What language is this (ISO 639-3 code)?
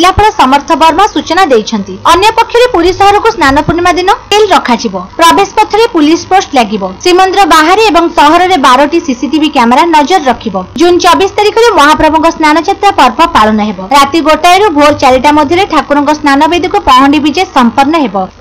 ori